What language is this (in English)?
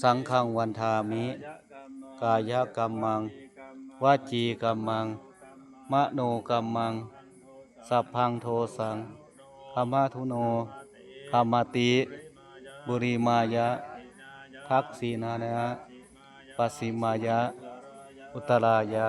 Pali